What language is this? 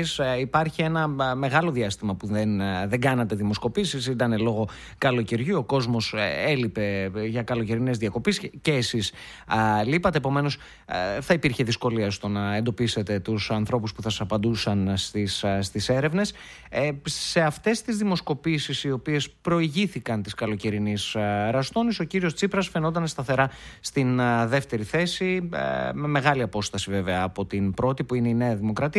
Greek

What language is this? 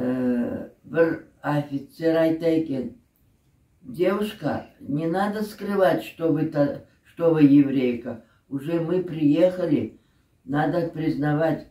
Crimean Tatar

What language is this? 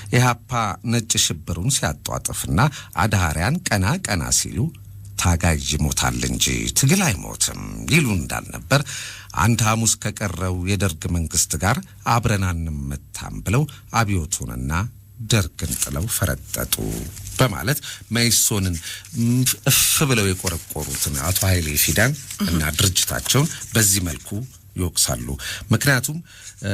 Amharic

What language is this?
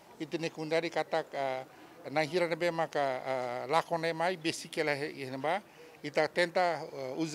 Tetum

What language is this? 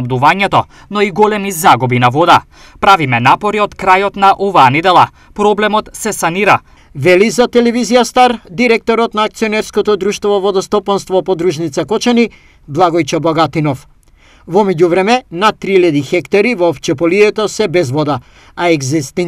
Macedonian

